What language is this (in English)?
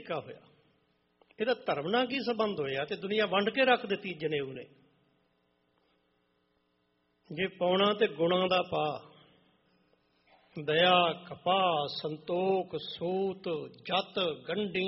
Punjabi